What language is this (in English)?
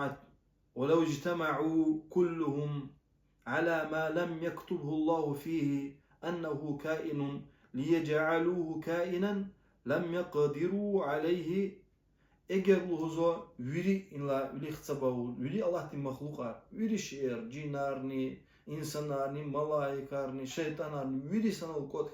Lezghian